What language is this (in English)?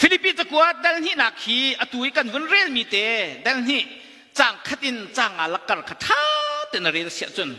Hakha Chin